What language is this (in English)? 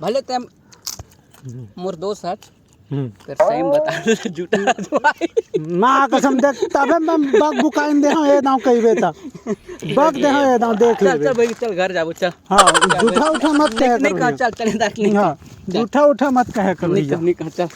Chhattisgarhi